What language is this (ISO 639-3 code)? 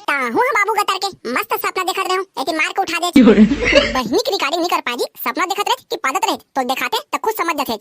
hne